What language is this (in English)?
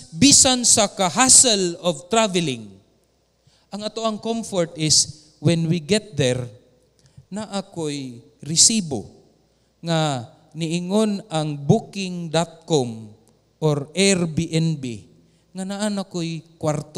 Cebuano